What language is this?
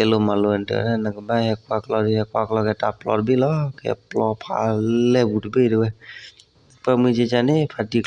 S'gaw Karen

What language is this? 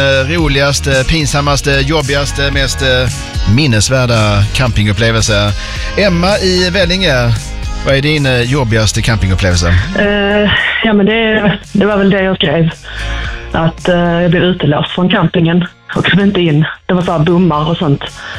Swedish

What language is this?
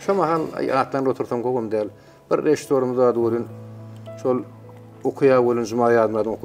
Turkmen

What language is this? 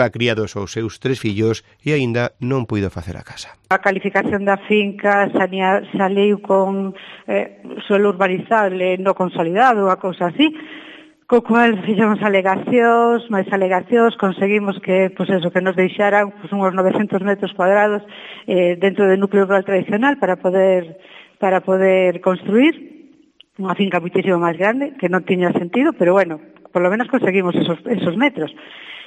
Galician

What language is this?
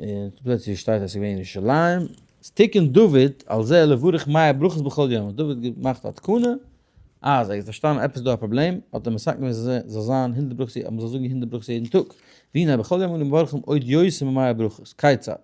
Yiddish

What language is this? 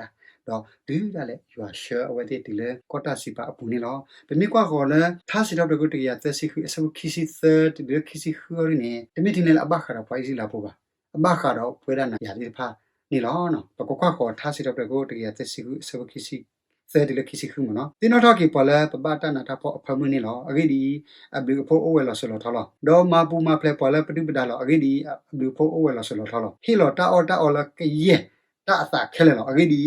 S'gaw Karen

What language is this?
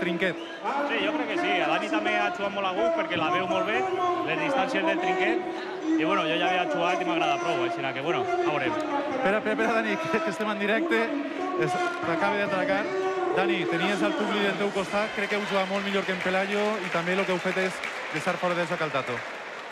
Catalan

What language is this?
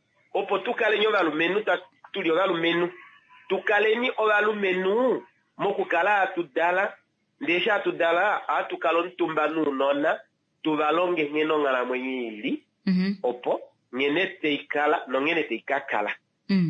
Kuanyama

